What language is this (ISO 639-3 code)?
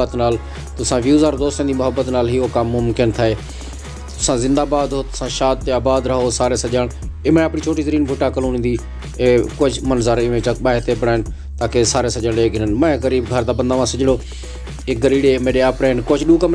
skr